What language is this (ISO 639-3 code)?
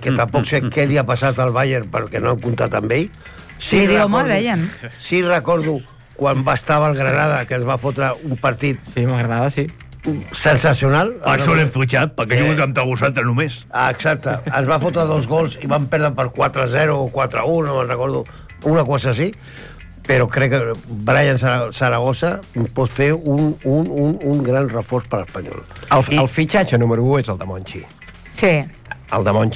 cat